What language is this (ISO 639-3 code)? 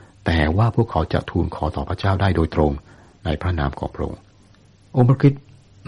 tha